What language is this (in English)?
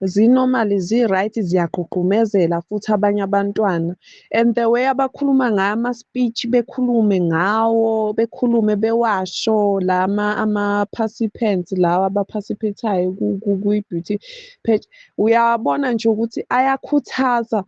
Zulu